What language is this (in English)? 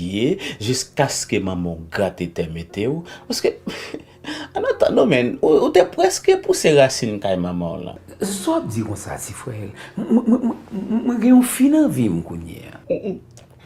Haitian Creole